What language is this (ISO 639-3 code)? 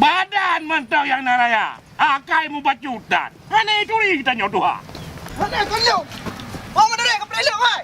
ace